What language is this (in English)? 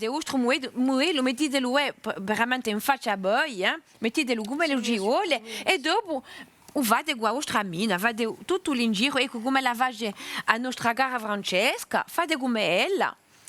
Corsican